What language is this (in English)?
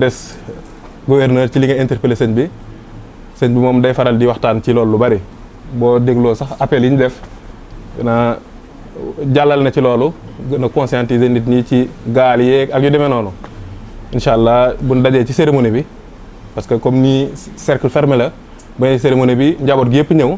Wolof